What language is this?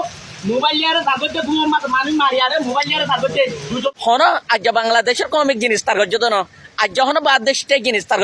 Rohingya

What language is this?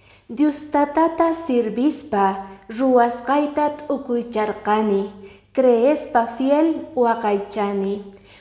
Quechua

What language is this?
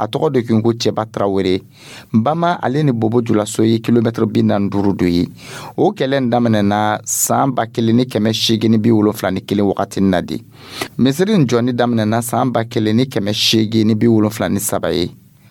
Dyula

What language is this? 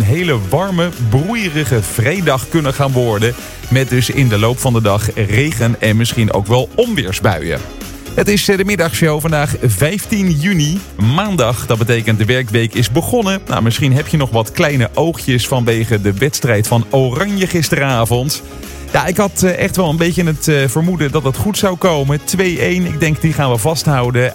Dutch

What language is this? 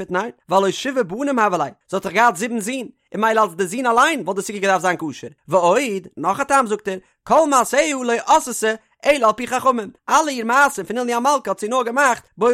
Yiddish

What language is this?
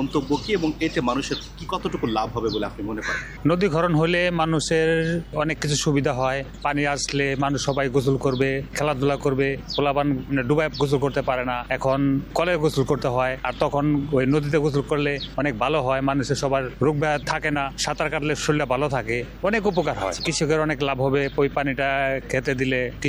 Bangla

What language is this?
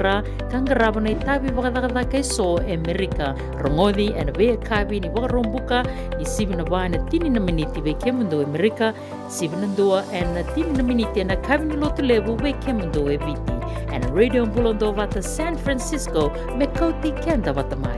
Fijian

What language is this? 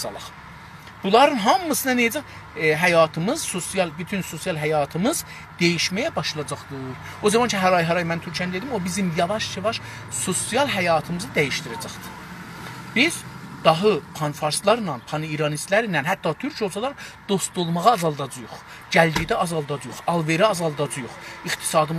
South Azerbaijani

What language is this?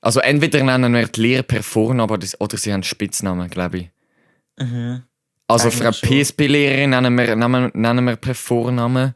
Swiss German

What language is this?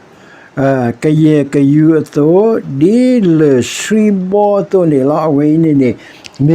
S'gaw Karen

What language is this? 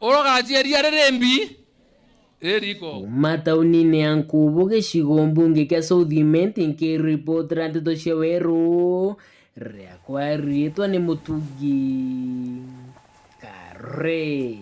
Meru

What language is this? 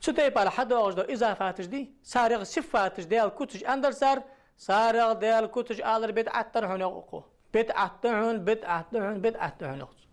Ingush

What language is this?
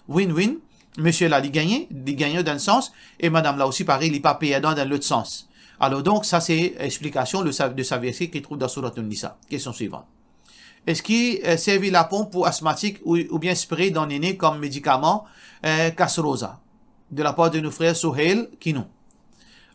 Morisyen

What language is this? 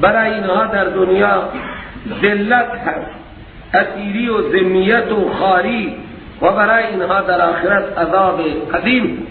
Persian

